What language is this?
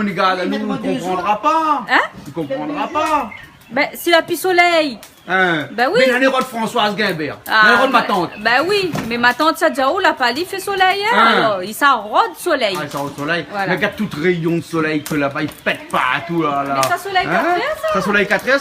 Réunion Creole French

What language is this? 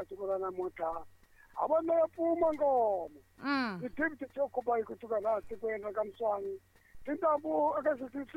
Tsonga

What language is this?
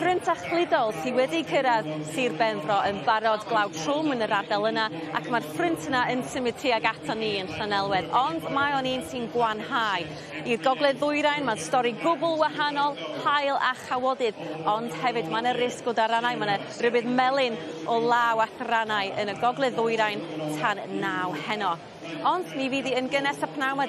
Welsh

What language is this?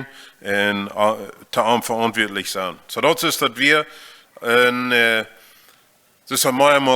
Plautdietsch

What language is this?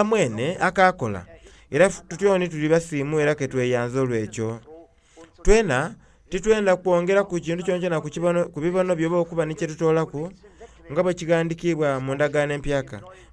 Soga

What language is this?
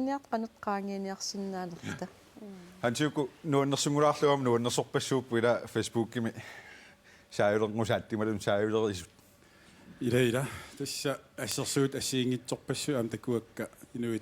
Kalaallisut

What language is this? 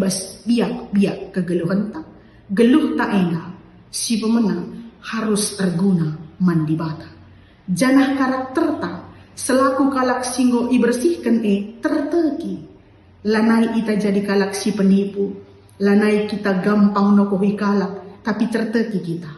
Batak Karo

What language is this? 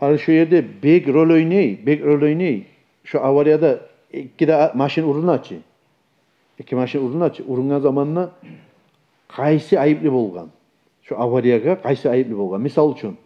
Kumyk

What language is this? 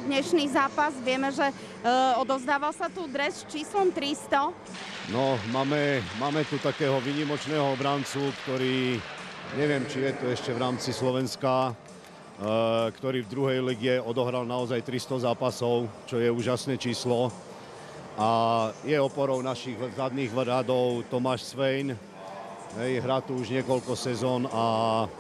Slovak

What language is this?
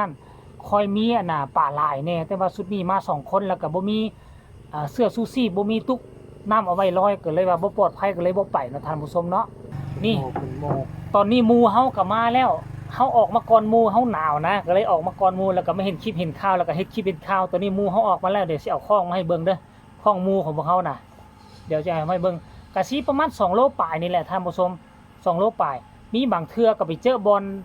Northeastern Thai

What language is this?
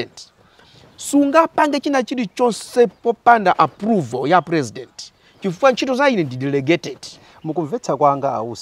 Nyanja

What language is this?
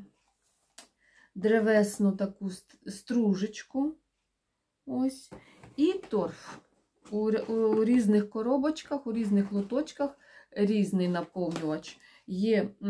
Ukrainian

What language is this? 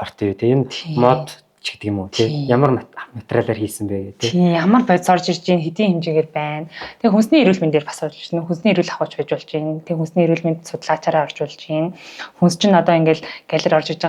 Mongolian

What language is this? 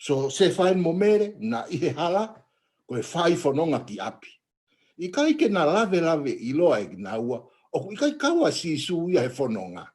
Tongan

